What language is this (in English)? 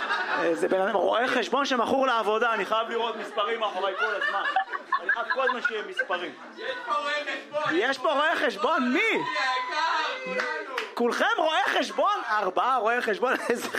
Hebrew